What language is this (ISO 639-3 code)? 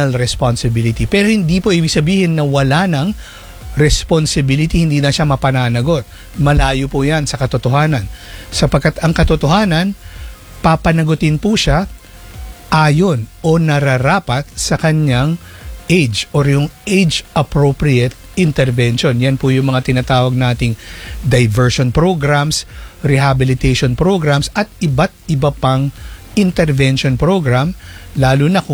fil